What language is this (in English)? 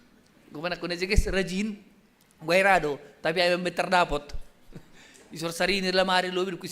Batak Simalungun